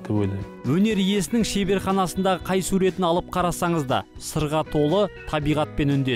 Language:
Kazakh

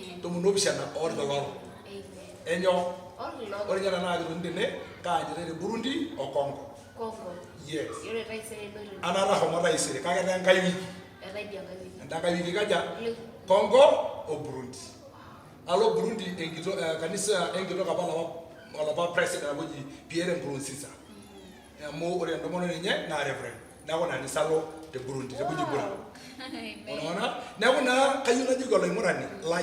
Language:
Masai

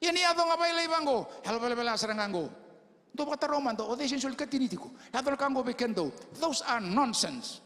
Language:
Fijian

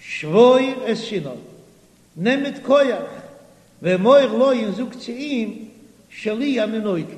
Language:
Yiddish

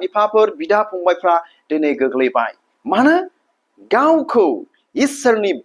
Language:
Bodo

